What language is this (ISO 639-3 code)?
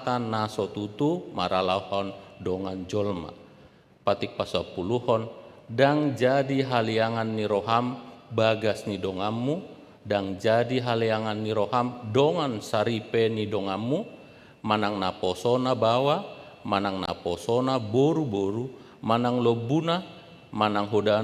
bbc